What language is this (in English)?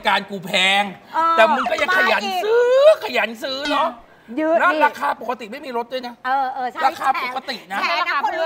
Thai